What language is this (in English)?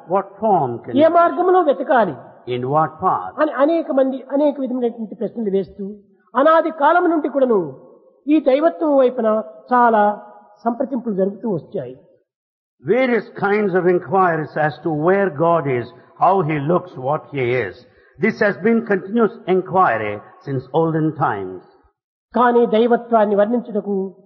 Telugu